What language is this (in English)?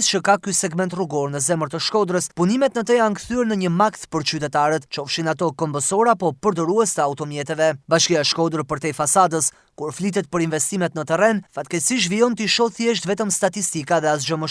Albanian